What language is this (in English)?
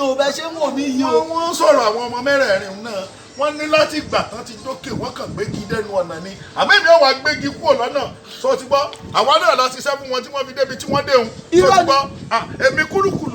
Yoruba